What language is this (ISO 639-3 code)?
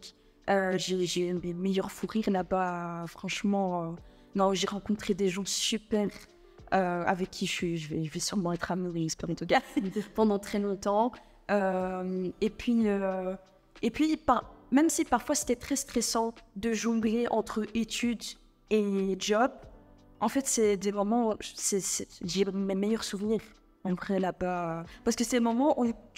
fra